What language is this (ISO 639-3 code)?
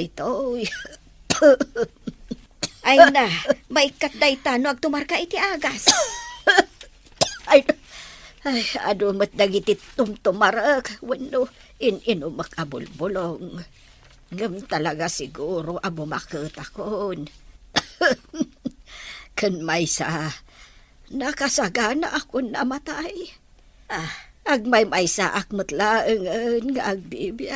ilo